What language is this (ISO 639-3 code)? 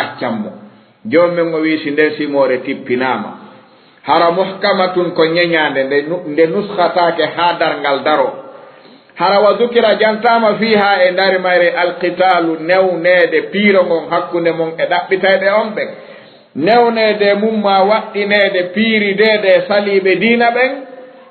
ful